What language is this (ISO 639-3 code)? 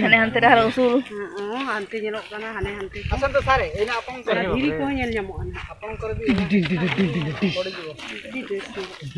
sat